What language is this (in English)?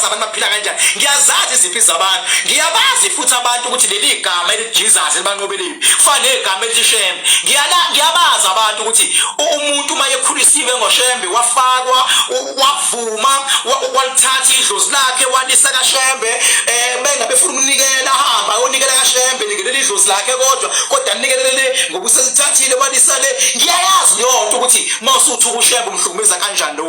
Zulu